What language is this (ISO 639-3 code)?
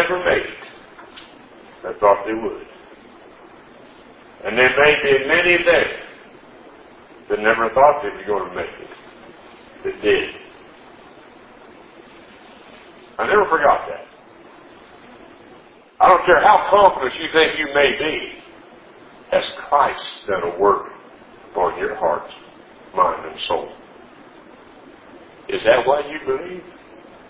eng